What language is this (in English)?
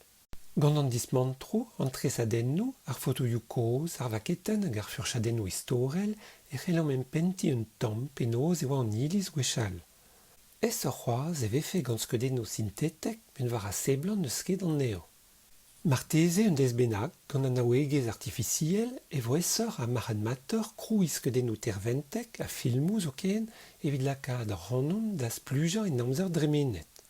Breton